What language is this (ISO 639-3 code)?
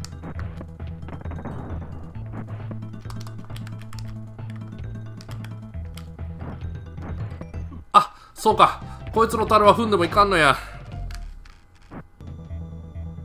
jpn